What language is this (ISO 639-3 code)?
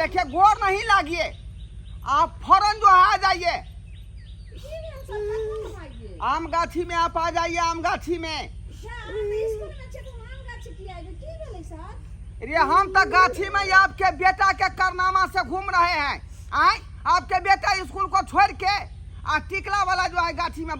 mai